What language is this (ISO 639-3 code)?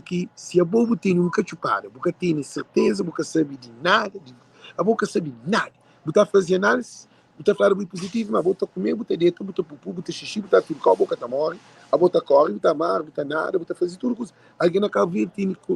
kea